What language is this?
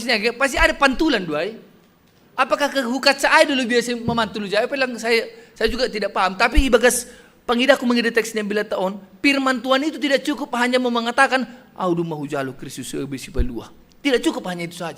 Batak Simalungun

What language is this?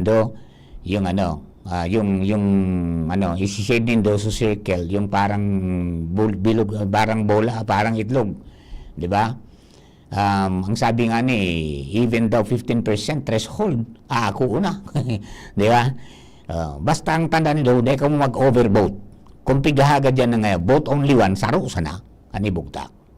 Bikol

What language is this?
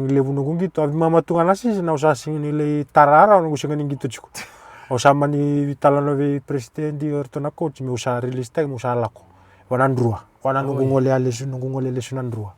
Fijian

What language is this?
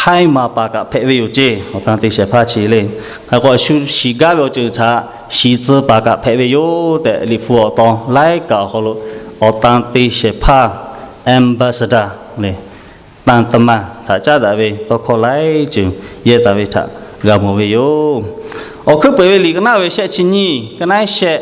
Lahu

